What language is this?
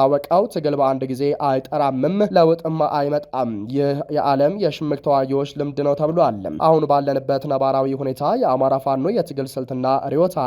Amharic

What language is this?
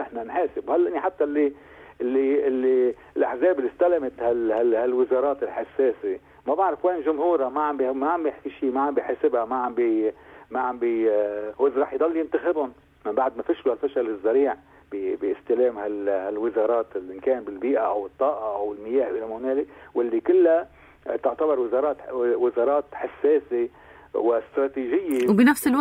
North Levantine Arabic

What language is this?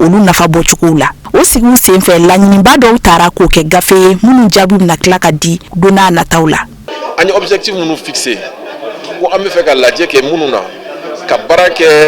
Bambara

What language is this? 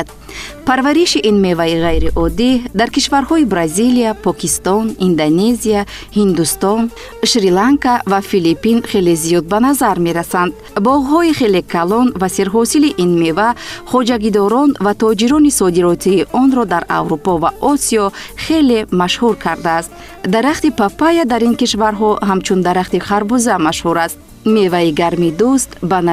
Tajik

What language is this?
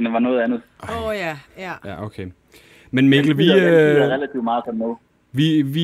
Danish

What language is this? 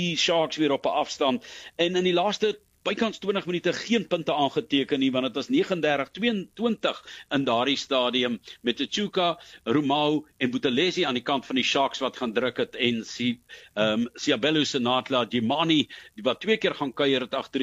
Afrikaans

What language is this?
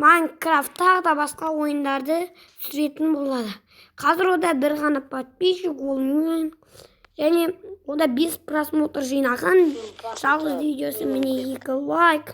Kazakh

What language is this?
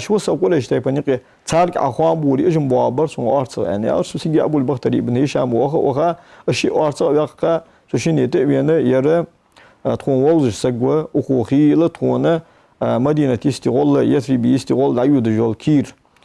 Ingush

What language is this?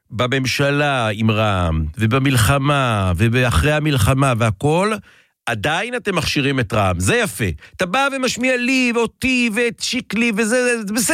Hebrew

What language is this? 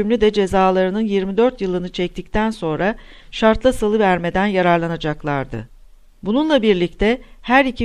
Turkish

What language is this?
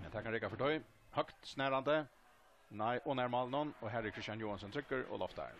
Faroese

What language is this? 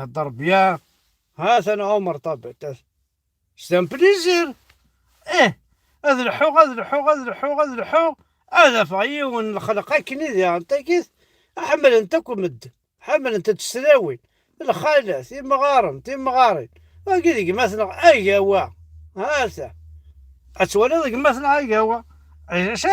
Kabyle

